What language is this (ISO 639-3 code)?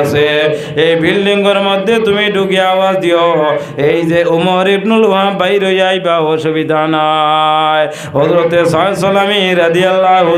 syl